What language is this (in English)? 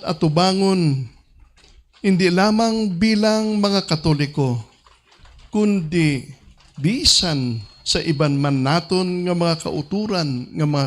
Hiligaynon